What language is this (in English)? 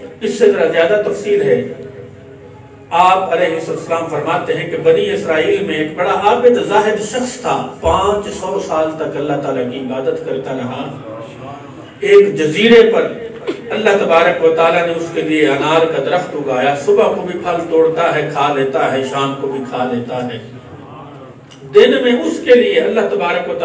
Urdu